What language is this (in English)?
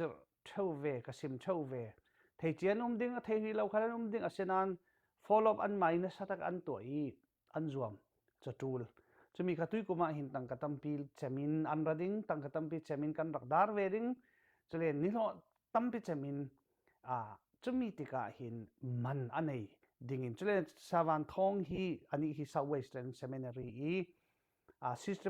Falam Chin